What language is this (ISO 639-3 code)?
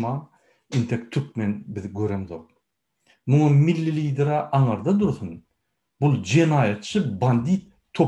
tuk